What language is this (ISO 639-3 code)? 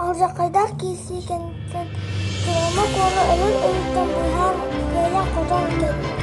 sah